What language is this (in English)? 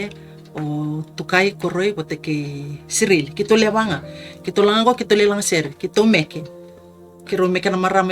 Fijian